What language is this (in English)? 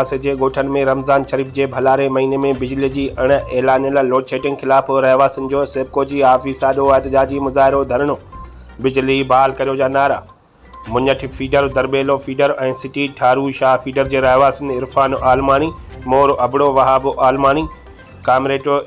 Sindhi